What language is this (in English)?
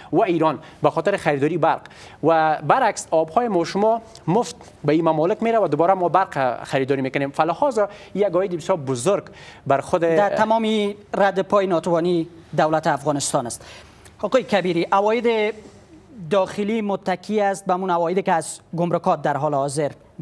Persian